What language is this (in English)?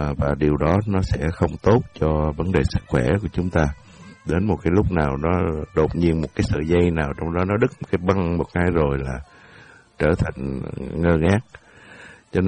Vietnamese